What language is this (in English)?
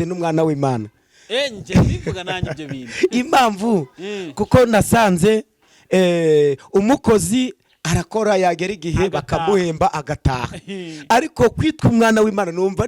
Kinyarwanda